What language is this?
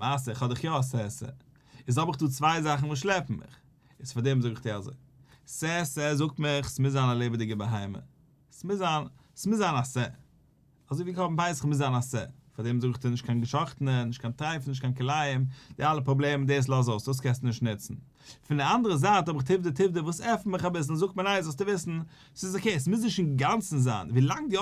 Yiddish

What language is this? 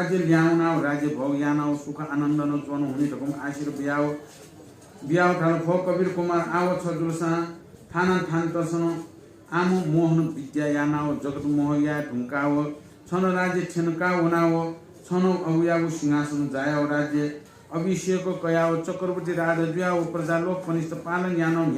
Newari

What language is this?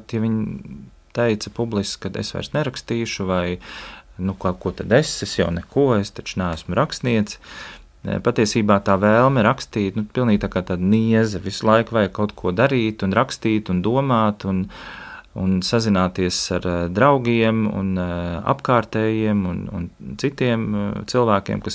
Latvian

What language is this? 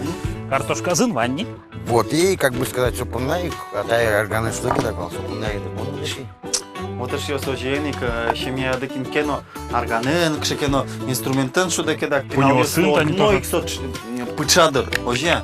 Udmurt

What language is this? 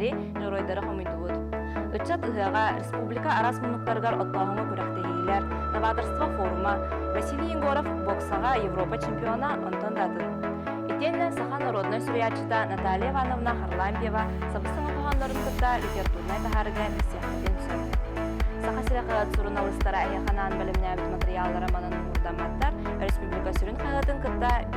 Yakut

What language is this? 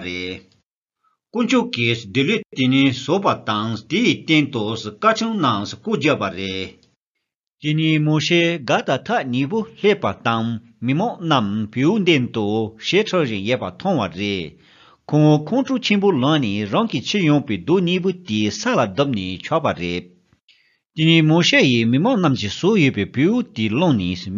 Tibetan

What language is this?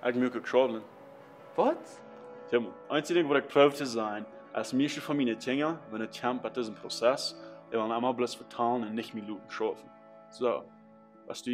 Plautdietsch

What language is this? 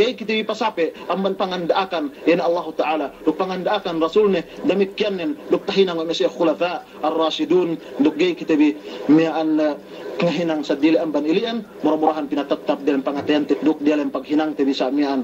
Yakan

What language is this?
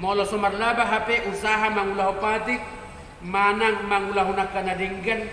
Batak Toba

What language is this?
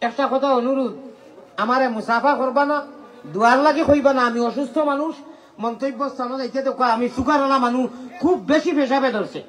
Sylheti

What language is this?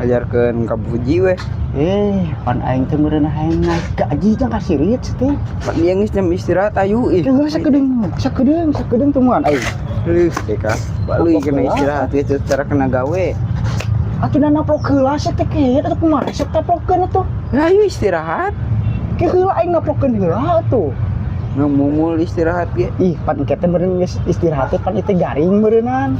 Sundanese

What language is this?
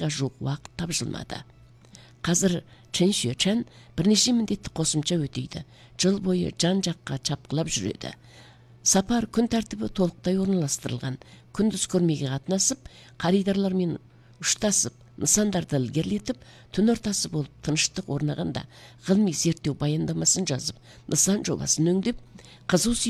Kazakh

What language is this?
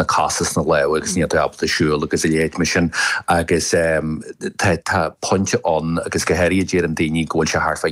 Irish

